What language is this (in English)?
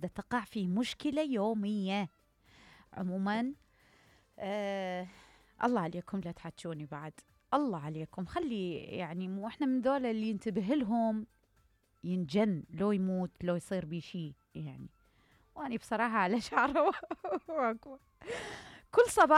Mesopotamian Arabic